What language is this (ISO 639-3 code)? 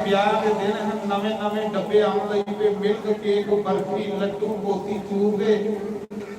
doi